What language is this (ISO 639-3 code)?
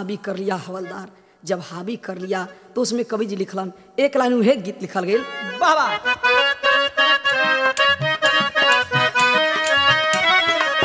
bho